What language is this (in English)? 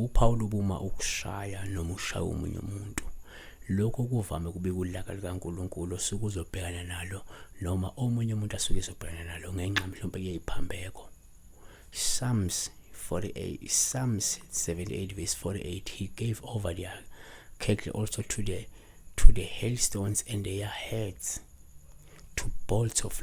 Zulu